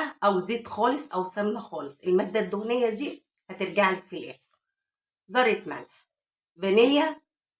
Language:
Egyptian Arabic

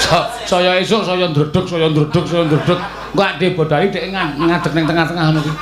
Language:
Javanese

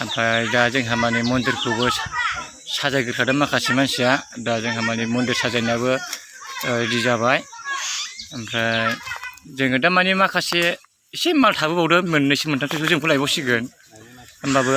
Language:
Bodo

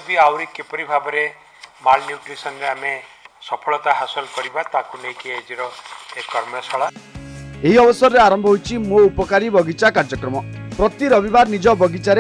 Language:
Odia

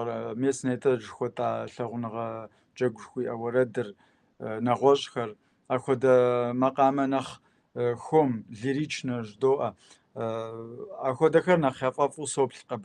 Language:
Kabardian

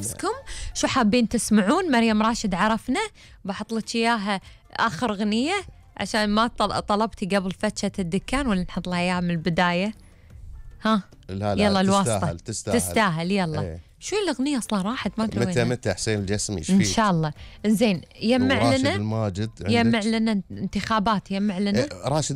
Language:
Gulf Arabic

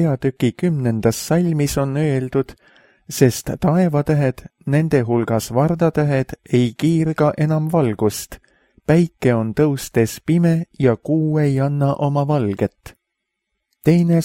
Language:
Estonian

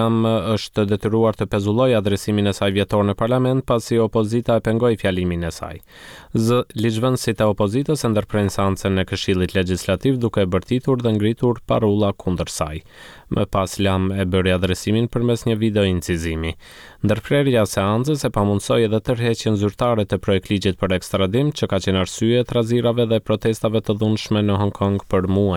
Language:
Albanian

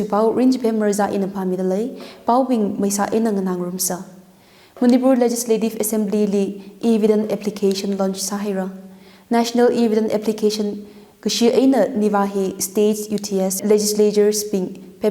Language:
Tangkhul Naga (India)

